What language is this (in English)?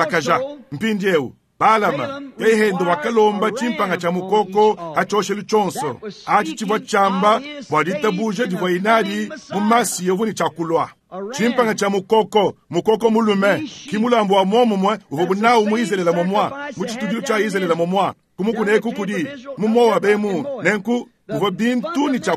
Luba-Lulua